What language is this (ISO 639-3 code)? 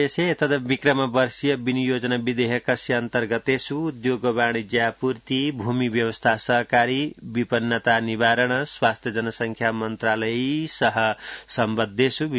san